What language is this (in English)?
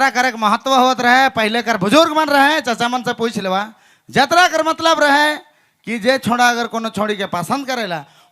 Sadri